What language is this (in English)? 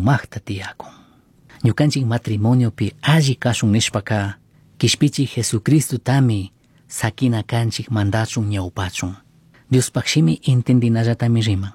Chimborazo Highland Quichua